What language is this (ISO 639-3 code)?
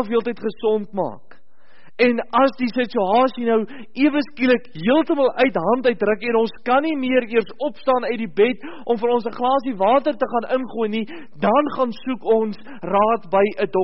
afr